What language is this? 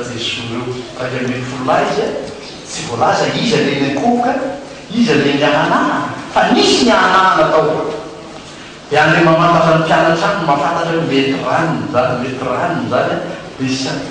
Malagasy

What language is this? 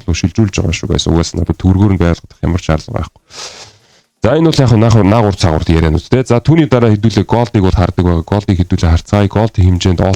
Mongolian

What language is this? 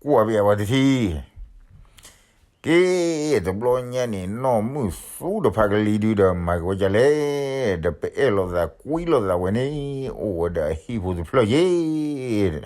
S'gaw Karen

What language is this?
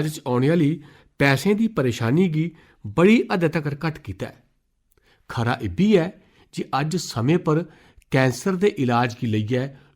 Dogri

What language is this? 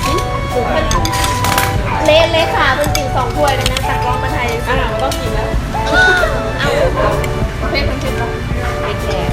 Lao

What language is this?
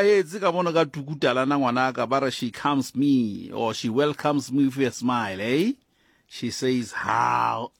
Southern Sotho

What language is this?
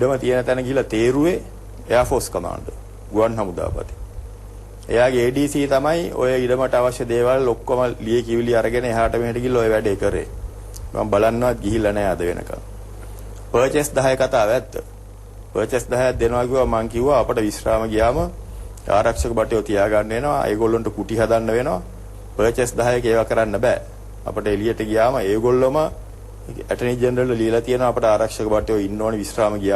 Sinhala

